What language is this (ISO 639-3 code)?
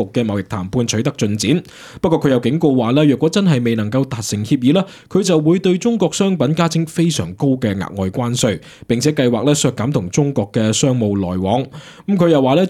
yue